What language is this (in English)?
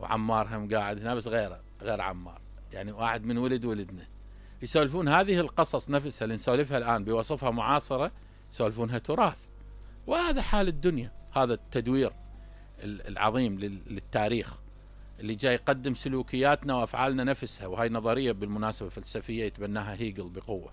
Mesopotamian Arabic